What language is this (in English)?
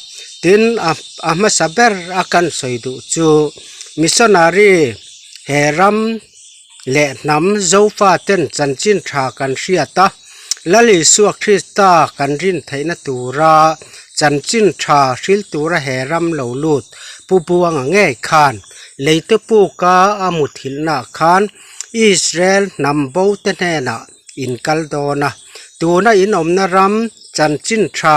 Mizo